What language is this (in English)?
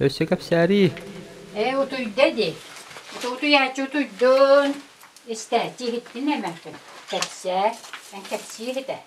Yakut